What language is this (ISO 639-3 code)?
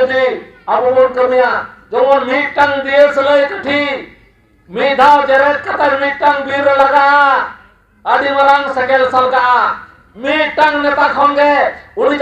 sat